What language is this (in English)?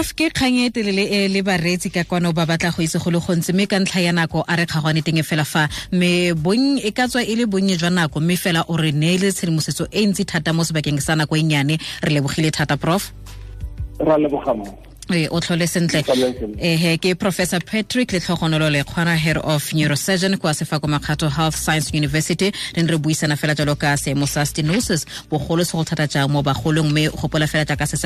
Tswana